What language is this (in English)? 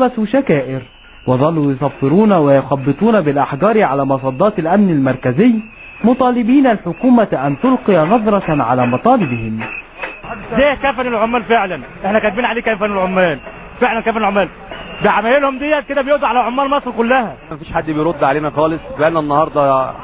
Egyptian Arabic